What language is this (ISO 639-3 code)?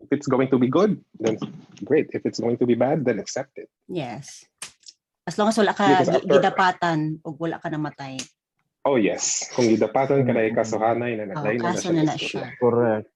ceb